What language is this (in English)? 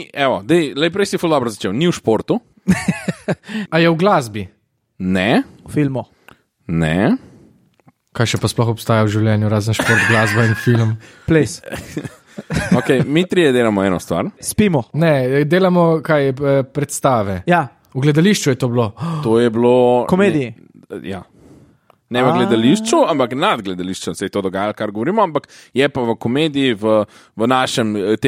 Slovenian